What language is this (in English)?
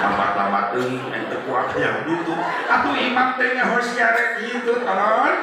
Sundanese